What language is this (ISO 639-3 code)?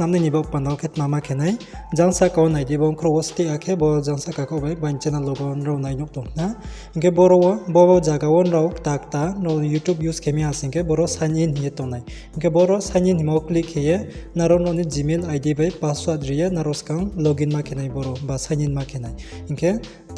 ria